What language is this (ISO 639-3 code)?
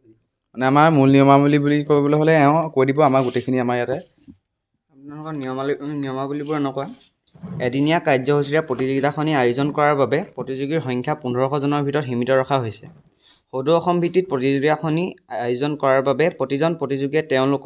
asm